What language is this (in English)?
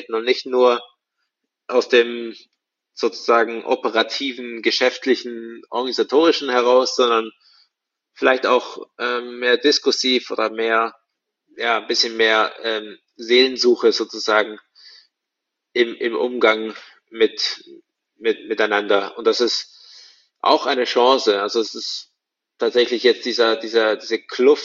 German